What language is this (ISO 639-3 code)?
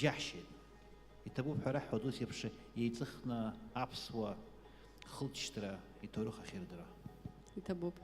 abk